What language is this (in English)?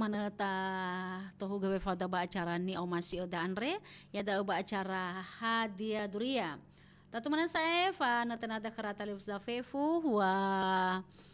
Nias